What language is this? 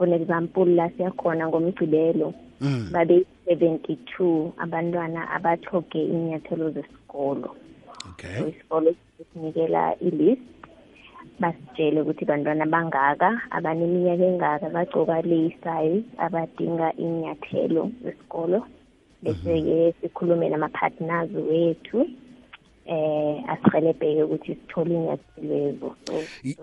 South Ndebele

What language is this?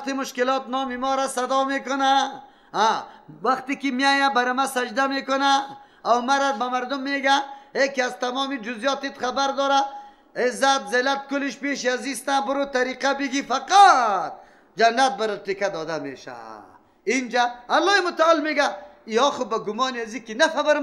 Persian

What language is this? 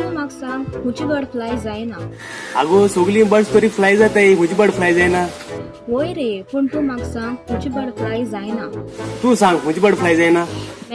Konkani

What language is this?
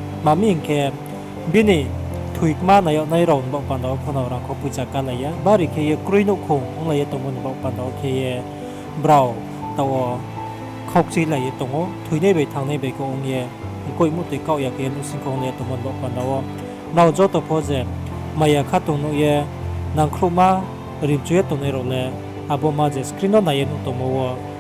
Riang (India)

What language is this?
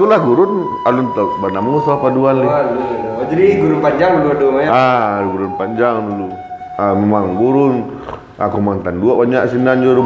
Minangkabau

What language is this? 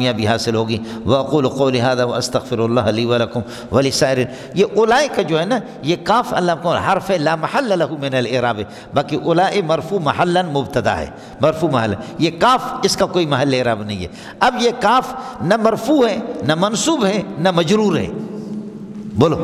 Urdu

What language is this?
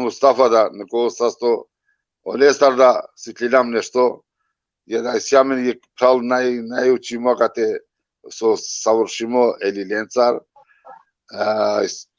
Balkan Romani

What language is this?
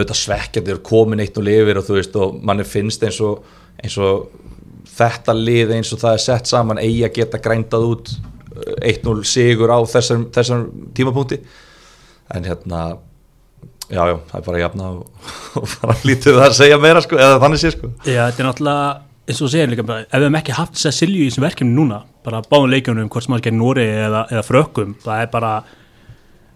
Icelandic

